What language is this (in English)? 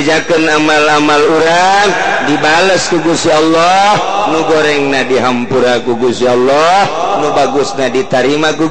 Sundanese